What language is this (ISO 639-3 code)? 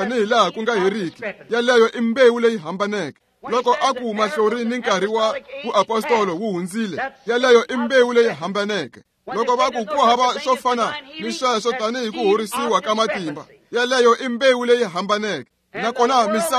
tso